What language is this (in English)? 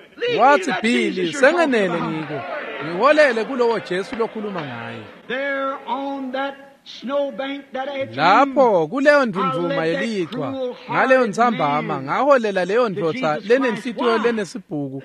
Swati